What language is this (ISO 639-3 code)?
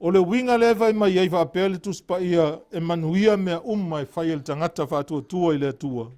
smo